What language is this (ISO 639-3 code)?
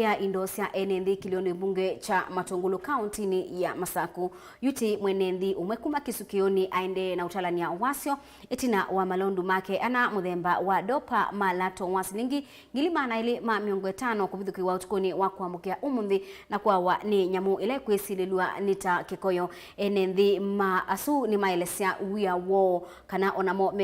kam